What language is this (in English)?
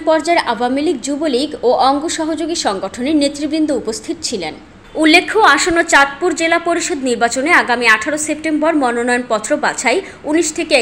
Bangla